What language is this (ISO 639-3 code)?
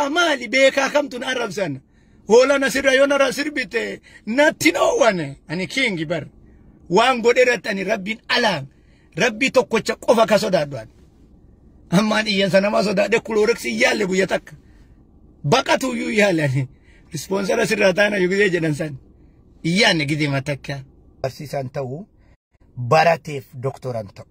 orm